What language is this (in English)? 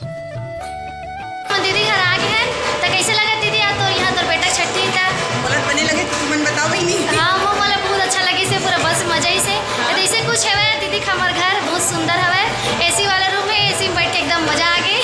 Chhattisgarhi